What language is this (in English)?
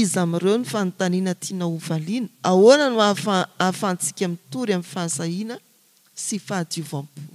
Malagasy